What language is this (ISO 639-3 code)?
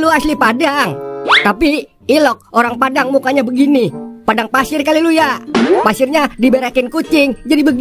bew